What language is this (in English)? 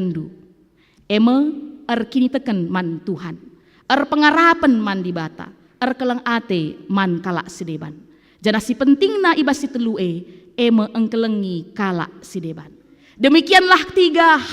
Batak Karo